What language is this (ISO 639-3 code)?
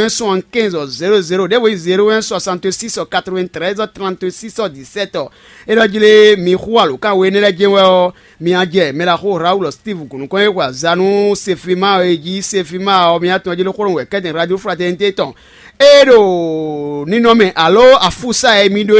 fon